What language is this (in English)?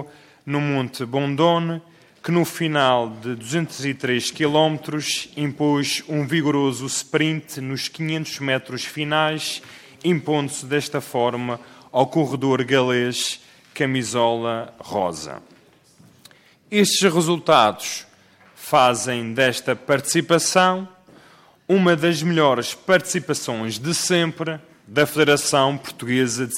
Portuguese